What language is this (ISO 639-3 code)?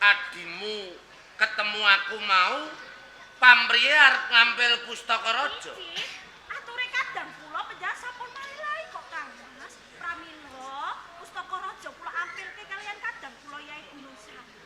jav